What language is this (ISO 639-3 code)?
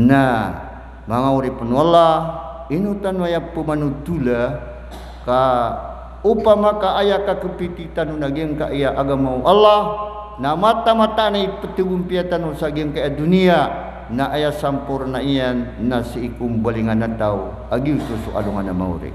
mrw